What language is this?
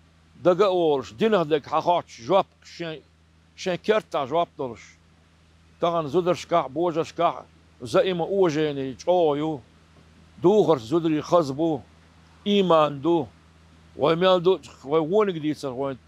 Chechen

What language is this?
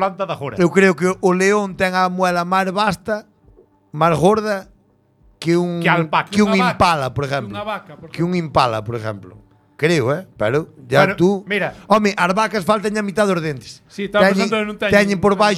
Galician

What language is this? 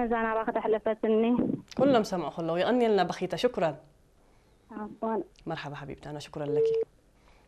Tigrinya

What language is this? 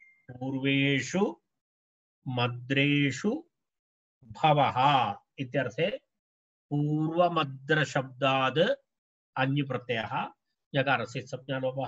Sanskrit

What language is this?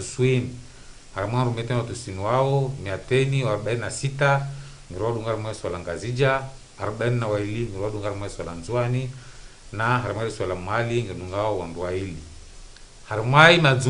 Ngazidja Comorian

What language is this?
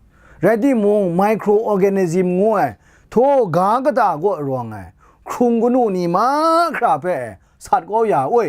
Kachin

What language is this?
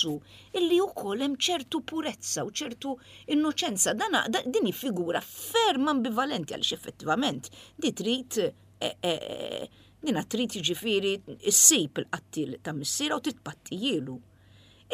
Maltese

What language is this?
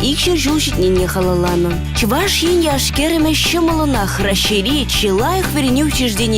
Chuvash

